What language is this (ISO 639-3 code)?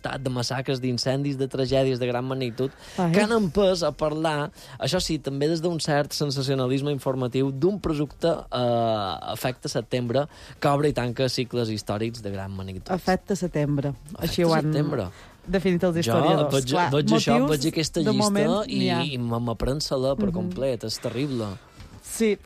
cat